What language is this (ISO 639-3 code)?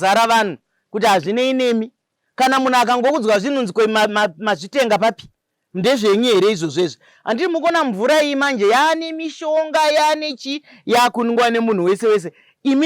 sna